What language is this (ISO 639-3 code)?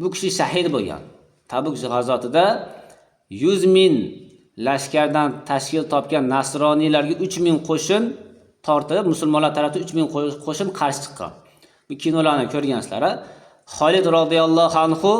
uzb